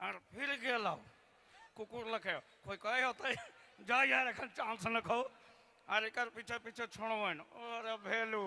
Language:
Sadri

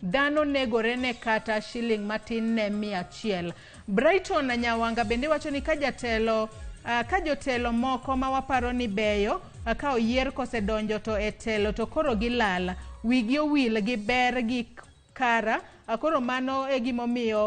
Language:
Luo (Kenya and Tanzania)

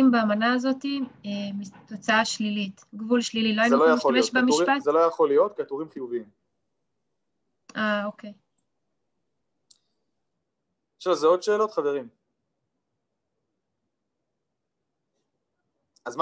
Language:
Hebrew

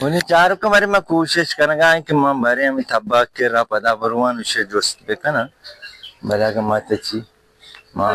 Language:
Baluchi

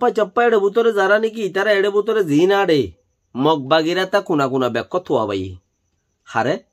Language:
Rohingya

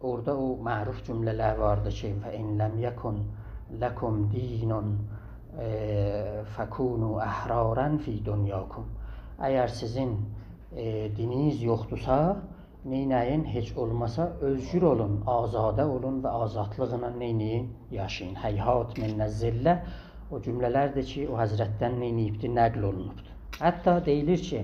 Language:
South Azerbaijani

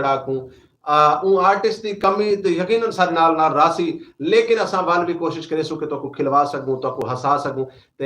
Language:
Saraiki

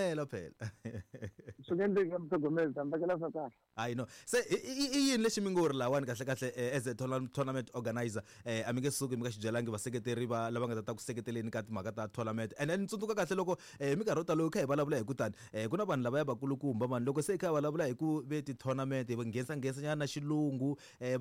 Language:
Tsonga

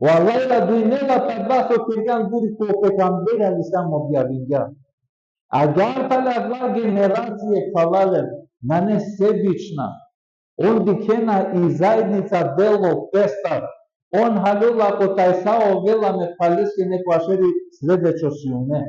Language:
Balkan Romani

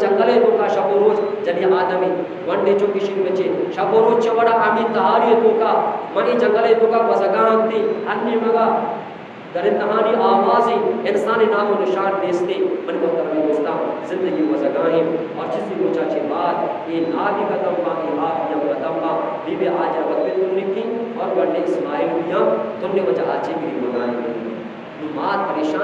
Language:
Eastern Balochi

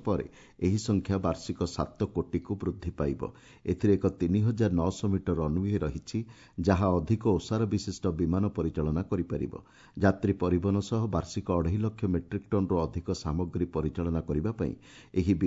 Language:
Odia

